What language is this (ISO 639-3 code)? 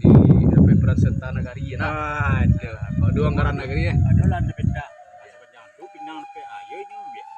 min